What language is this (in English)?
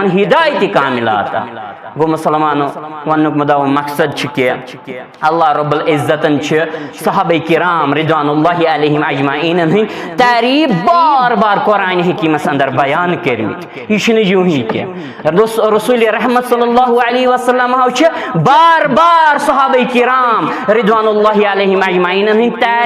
Kashmiri